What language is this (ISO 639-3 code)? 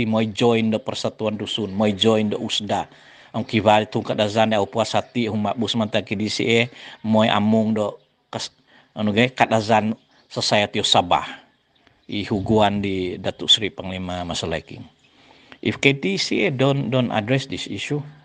dtp